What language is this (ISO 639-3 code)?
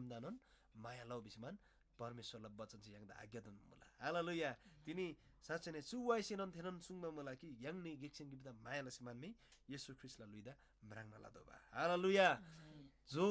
taj